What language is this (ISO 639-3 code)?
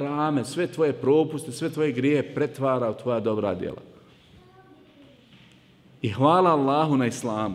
bos